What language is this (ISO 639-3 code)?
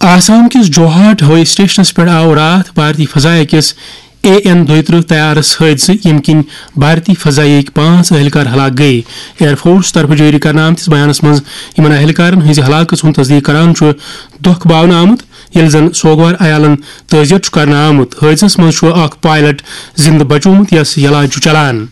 kas